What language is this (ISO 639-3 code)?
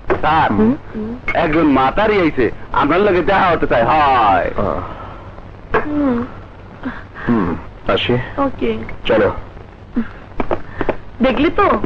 ben